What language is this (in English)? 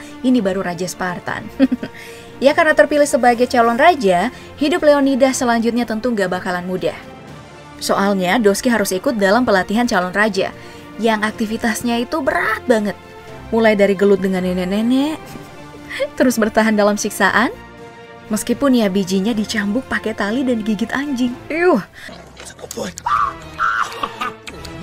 Indonesian